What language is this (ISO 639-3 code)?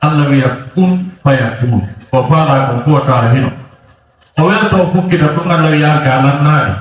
ful